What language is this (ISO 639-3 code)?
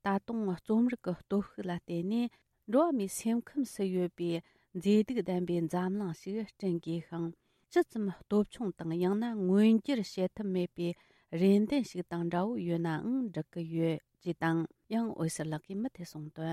bod